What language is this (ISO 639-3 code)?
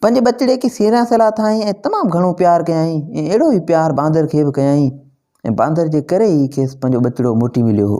snd